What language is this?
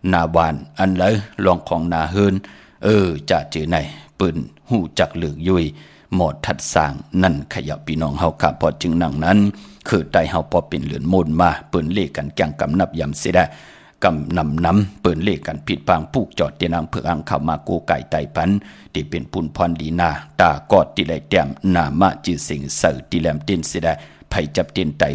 Shan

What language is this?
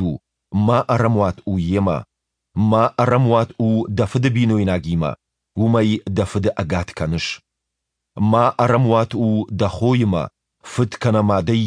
Ossetic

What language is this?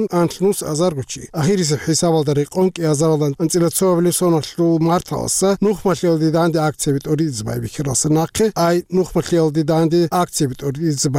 Avaric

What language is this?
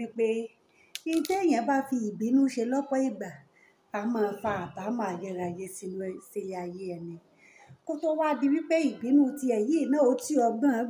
Yoruba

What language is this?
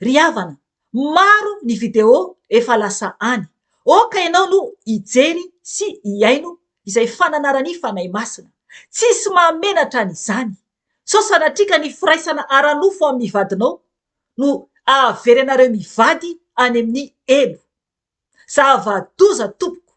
Malagasy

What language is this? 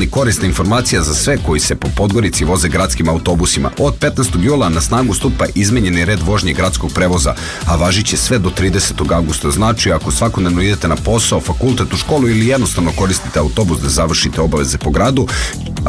Serbian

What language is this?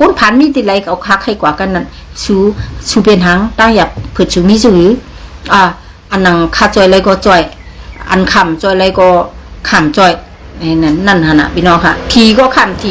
Shan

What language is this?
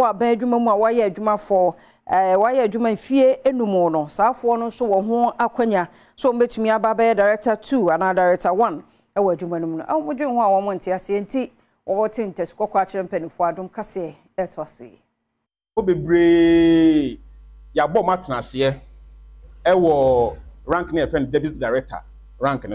Akan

